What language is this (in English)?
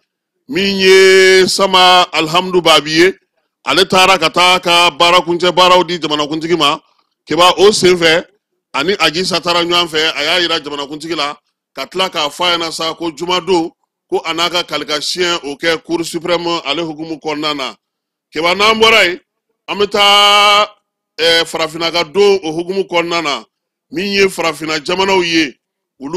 Bambara